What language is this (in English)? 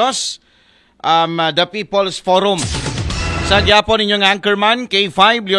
Aklanon